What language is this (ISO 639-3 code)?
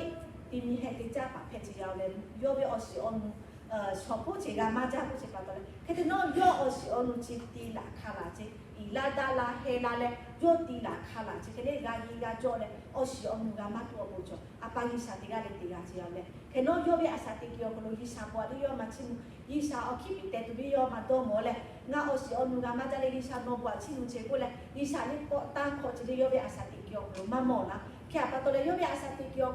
lhu